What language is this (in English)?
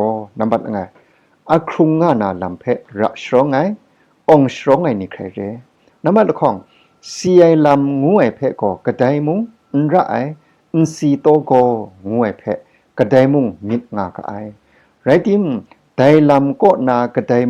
Kachin